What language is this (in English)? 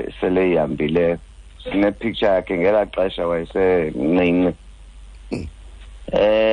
Xhosa